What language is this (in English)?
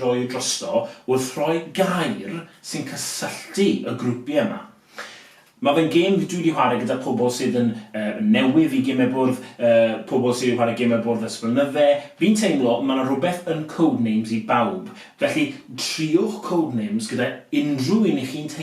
Welsh